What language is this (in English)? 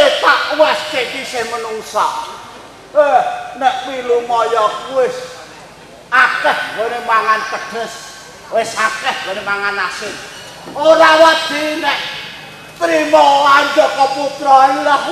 Javanese